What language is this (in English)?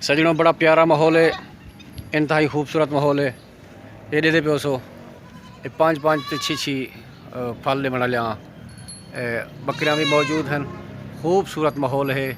Saraiki